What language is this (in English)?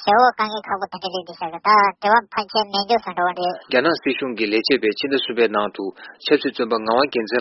Tibetan